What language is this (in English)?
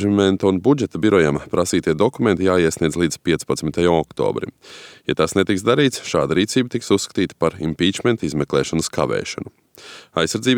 Latvian